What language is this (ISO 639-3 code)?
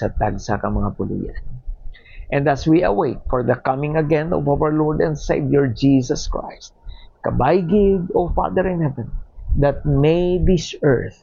hil